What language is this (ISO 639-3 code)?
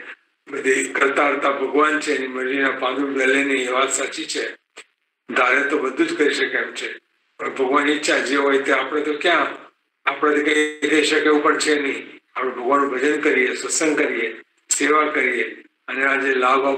guj